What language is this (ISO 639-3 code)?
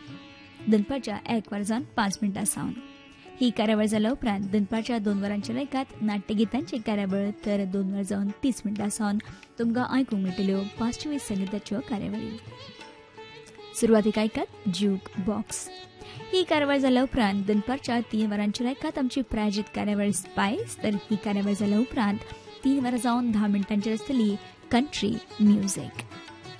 kok